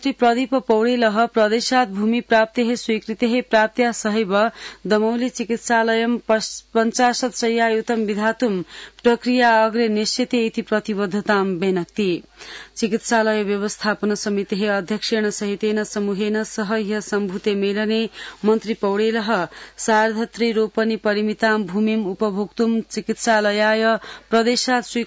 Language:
Sanskrit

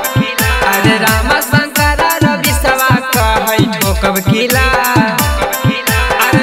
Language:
Magahi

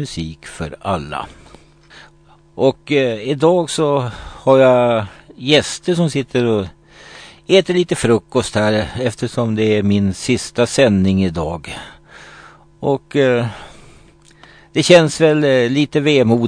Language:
Swedish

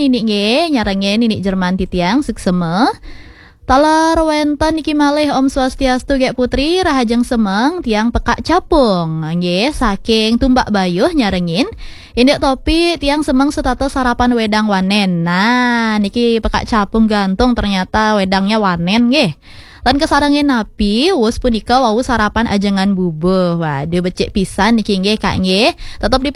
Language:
Balinese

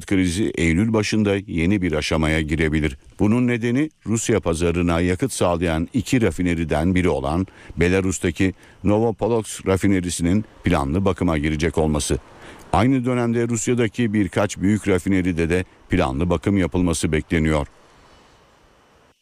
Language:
Turkish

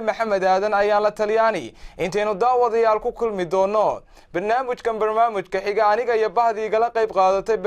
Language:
Somali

